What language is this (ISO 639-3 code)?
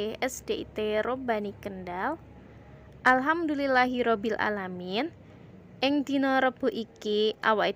jav